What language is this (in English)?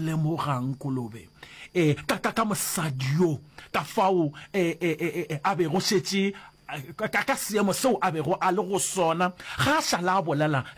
Northern Sotho